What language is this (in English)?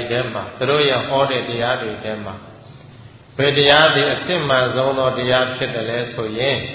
Burmese